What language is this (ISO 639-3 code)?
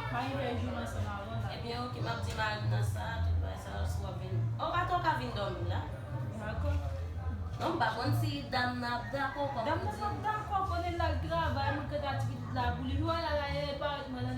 hat